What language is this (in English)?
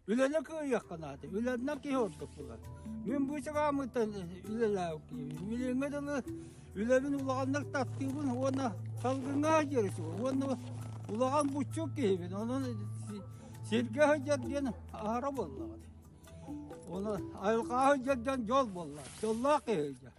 Yakut